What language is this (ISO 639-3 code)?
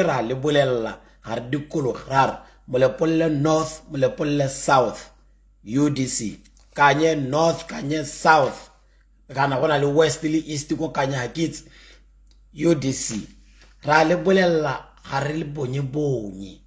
tsn